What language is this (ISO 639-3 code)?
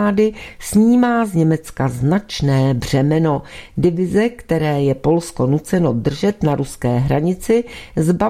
ces